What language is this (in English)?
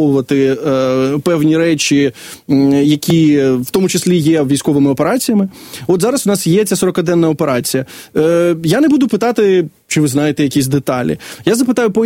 Ukrainian